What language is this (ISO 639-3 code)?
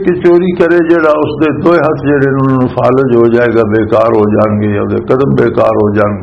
lah